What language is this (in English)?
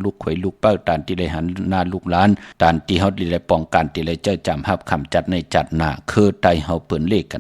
Shan